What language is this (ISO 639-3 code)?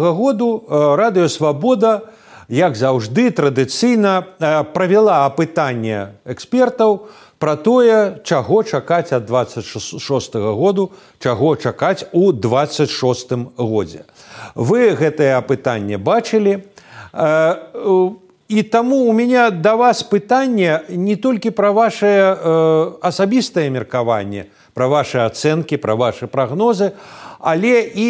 bel